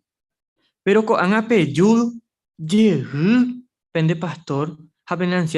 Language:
Guarani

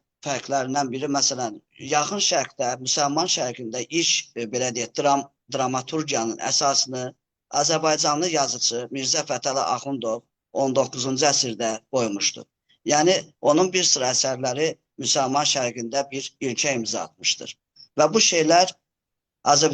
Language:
Azerbaijani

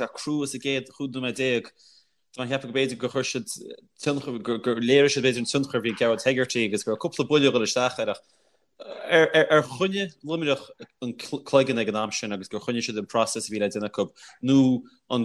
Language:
Irish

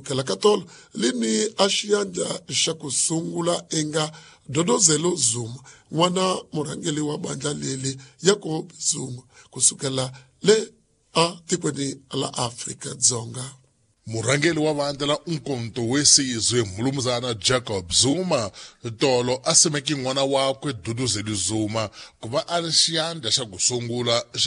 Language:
Tsonga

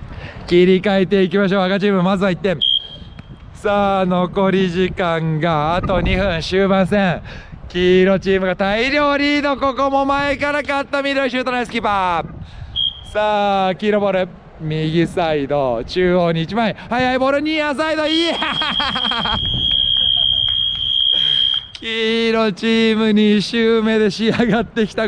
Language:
Japanese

